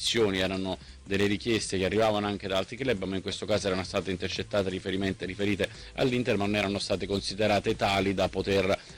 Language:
Italian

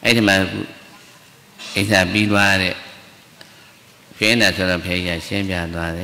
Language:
Burmese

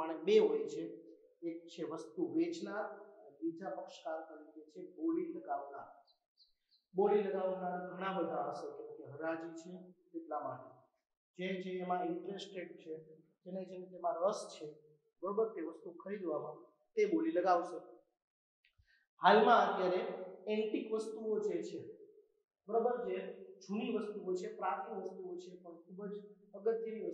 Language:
Gujarati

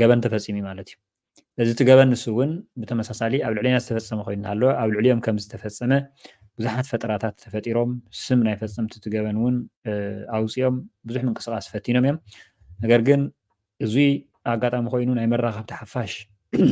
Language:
Tigrinya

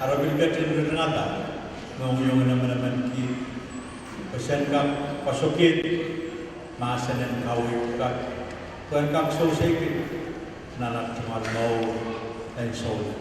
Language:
Pohnpeian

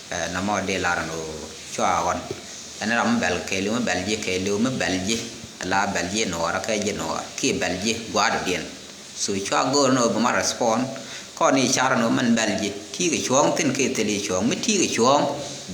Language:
Nuer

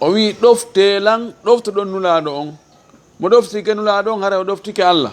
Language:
Fula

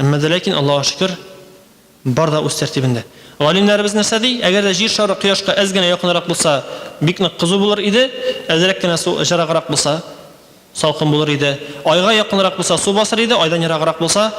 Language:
Tatar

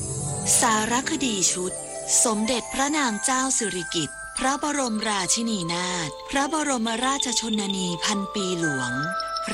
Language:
Thai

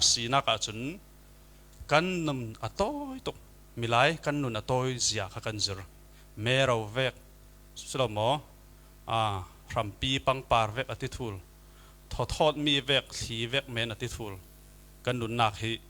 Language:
Falam Chin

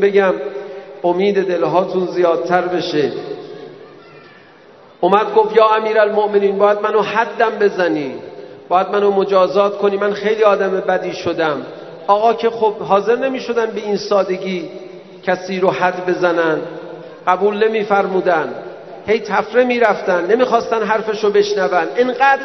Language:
Persian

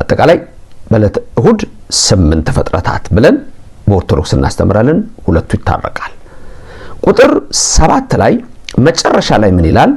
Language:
Amharic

